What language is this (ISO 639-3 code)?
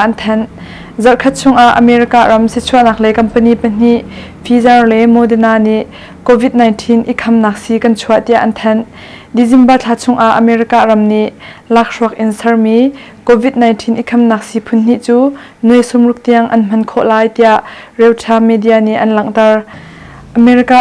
cnh